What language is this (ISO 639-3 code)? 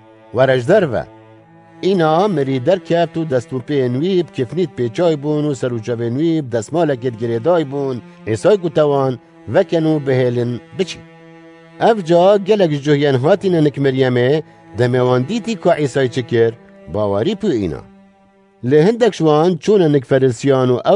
kur